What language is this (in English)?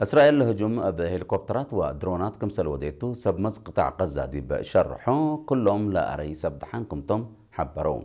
Tigre